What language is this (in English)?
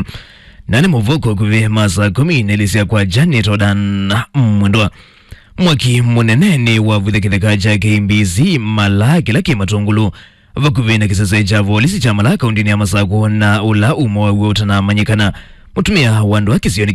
Kamba